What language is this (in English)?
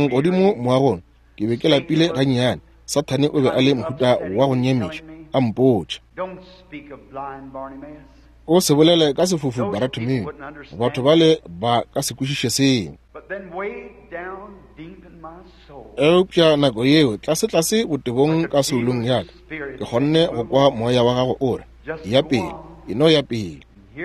Northern Sotho